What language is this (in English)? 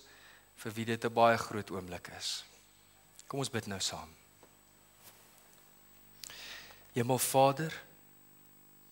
Afrikaans